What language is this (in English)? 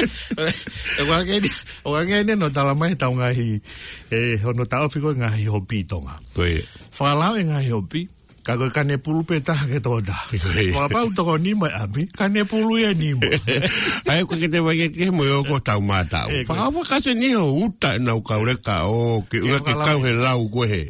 Tongan